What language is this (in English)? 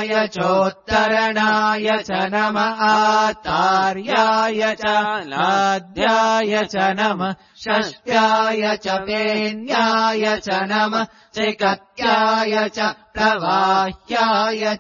Sanskrit